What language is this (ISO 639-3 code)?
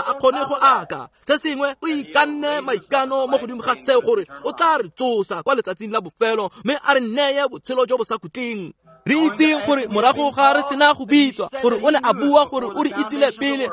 tsn